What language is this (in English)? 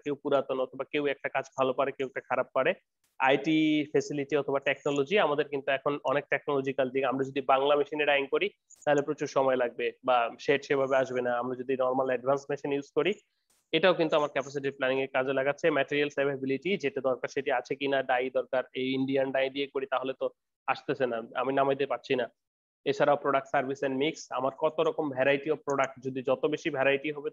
Bangla